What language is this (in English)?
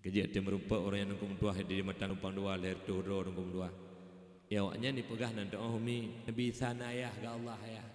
Achinese